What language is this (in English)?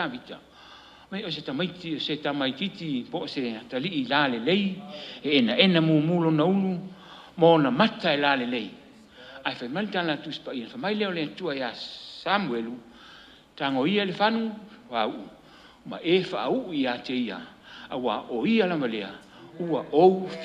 Samoan